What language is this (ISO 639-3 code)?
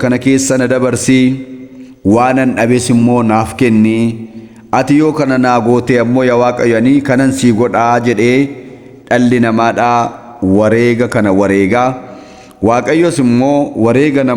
orm